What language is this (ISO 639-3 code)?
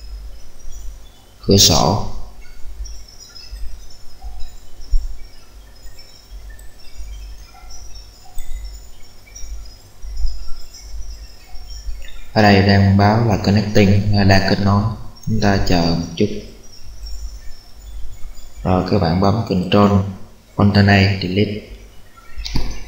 vie